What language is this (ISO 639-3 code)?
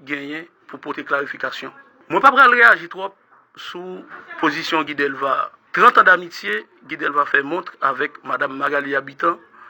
hat